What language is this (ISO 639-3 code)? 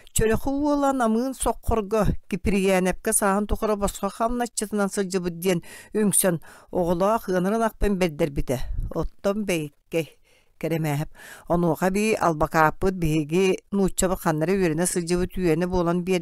sah